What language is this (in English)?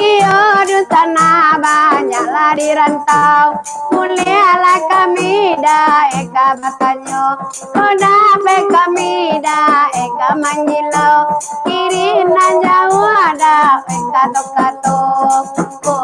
Minangkabau